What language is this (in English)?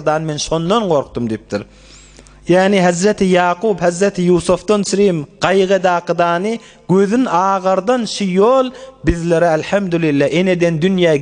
Turkmen